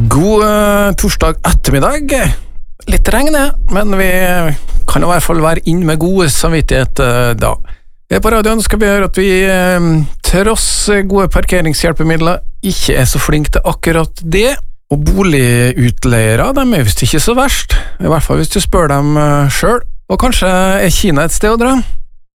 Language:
Norwegian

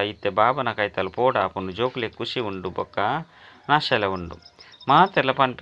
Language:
Tulu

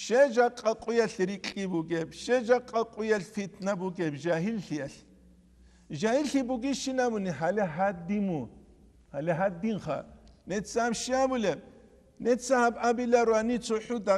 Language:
Avaric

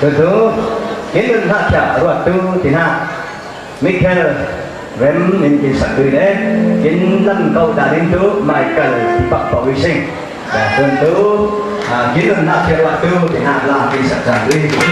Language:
Falam Chin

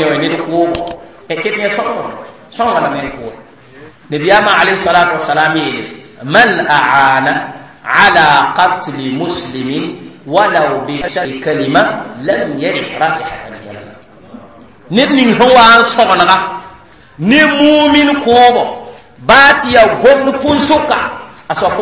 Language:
Mossi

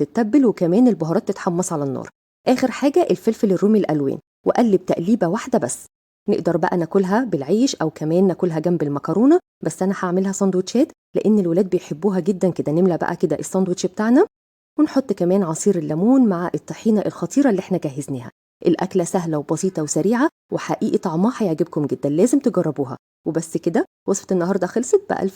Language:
Egyptian Arabic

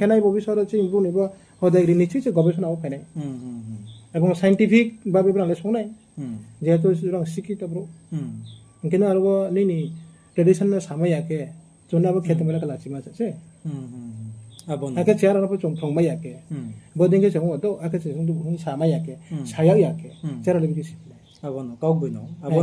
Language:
Riang (India)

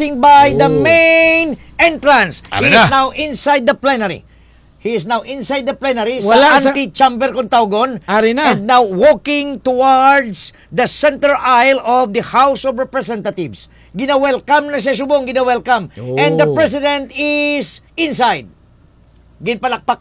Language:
Hiligaynon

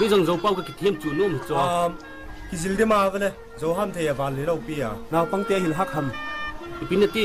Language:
Tedim Chin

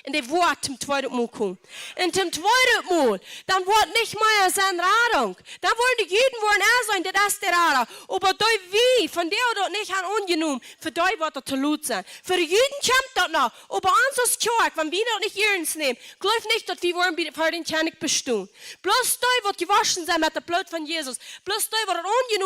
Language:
Plautdietsch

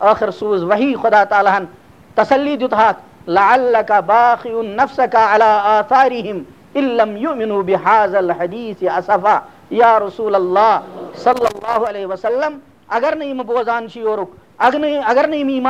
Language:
Kashmiri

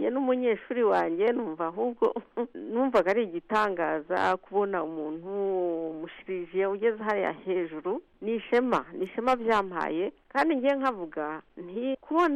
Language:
Kinyarwanda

